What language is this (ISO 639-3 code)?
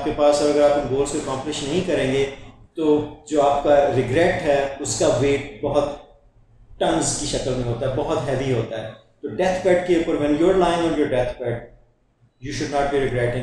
hin